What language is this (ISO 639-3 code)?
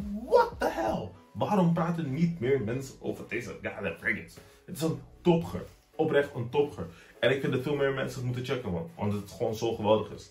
nld